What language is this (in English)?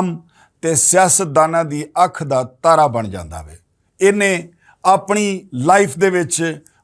Western Panjabi